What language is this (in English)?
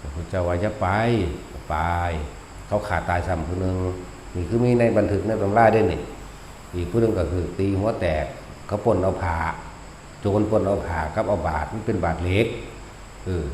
Northeastern Thai